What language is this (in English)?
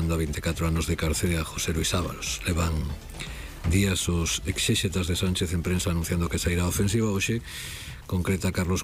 Galician